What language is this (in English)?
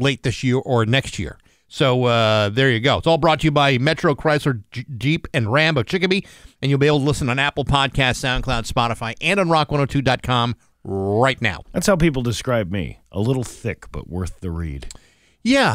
English